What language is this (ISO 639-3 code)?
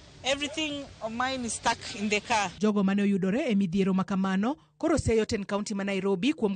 luo